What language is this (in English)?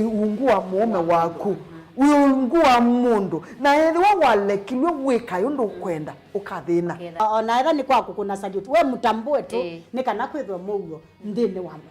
Kamba